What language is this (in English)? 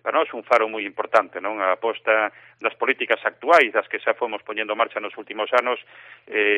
Galician